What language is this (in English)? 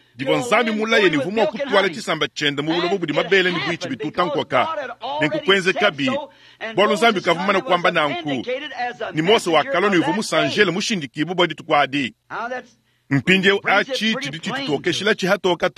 Luba-Lulua